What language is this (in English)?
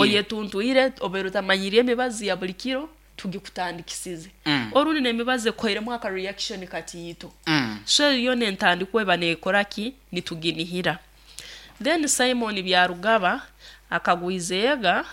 Nyankole